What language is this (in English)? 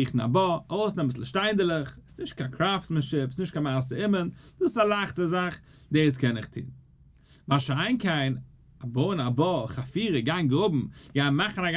Yiddish